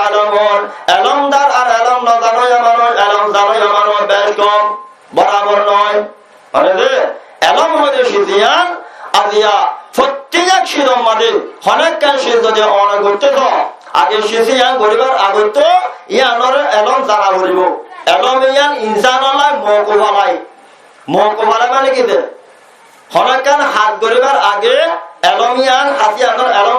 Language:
Rohingya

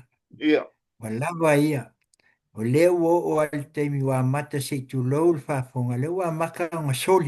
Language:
Samoan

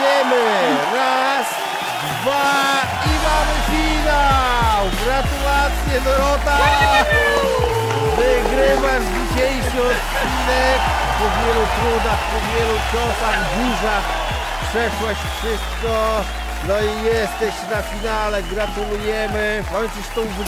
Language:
Polish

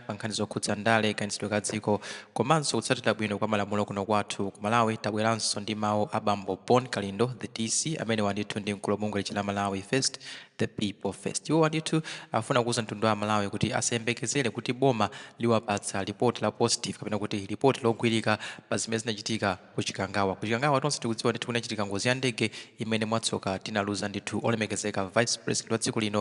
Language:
Nyanja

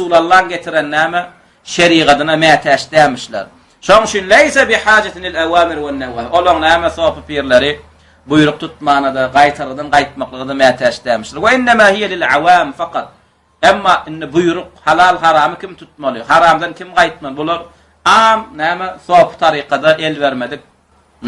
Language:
Turkmen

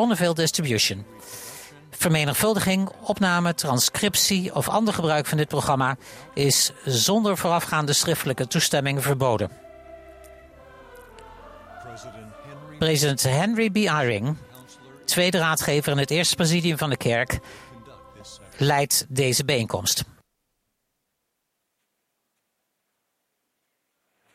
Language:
Dutch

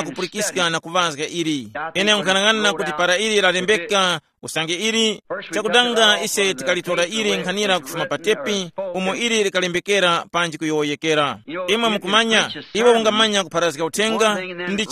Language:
Tumbuka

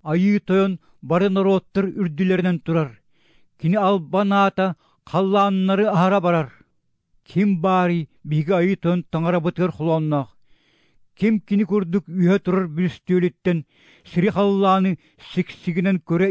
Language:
Kyrgyz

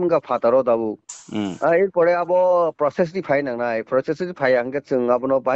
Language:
Kok Borok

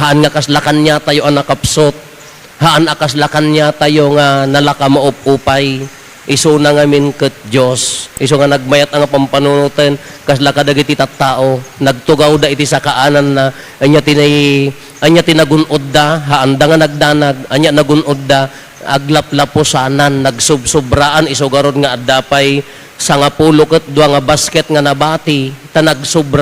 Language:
Iloko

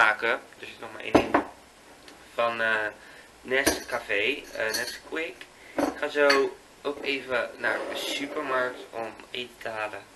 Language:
Dutch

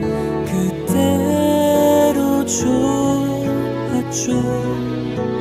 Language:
Korean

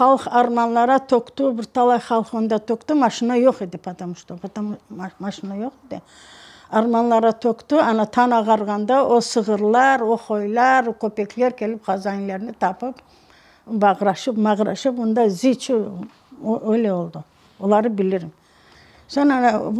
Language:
Crimean Tatar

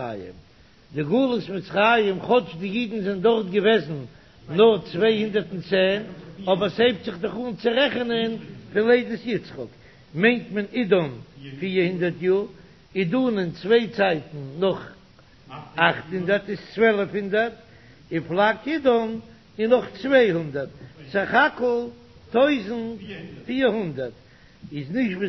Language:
Yiddish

